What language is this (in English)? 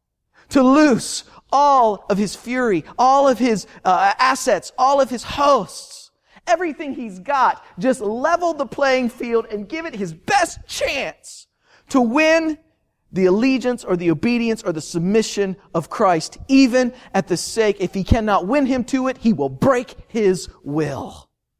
English